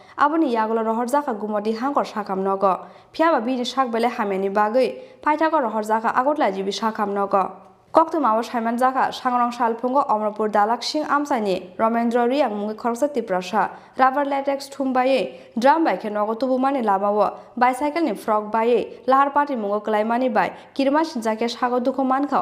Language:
Kok Borok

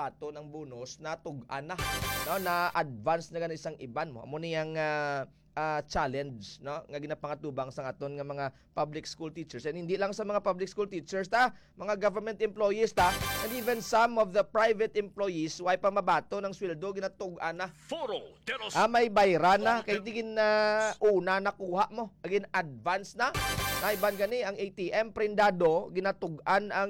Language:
Hiligaynon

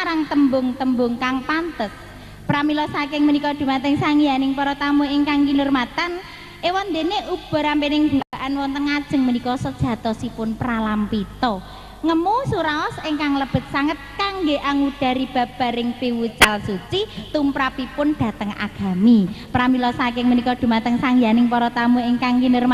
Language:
Javanese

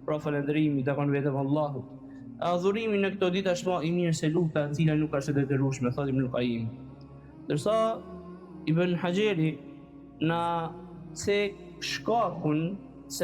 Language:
Albanian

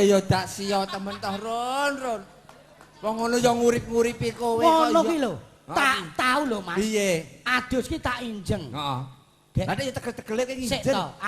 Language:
Javanese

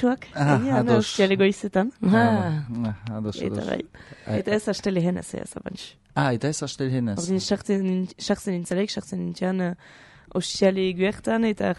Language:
Basque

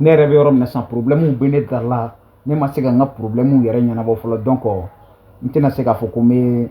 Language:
Bambara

